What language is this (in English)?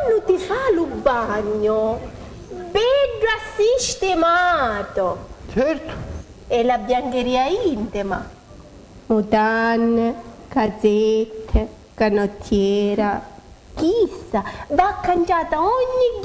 Sicilian